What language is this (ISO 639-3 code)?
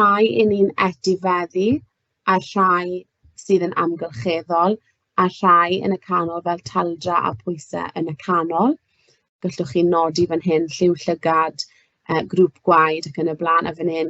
cym